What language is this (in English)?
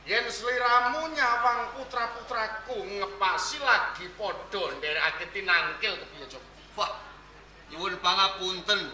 Javanese